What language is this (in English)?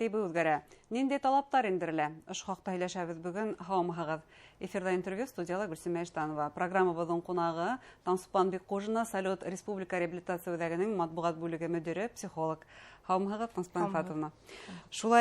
Bashkir